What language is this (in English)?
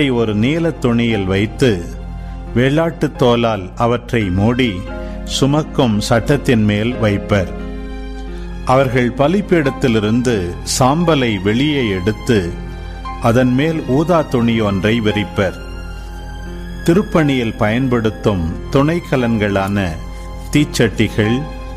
Tamil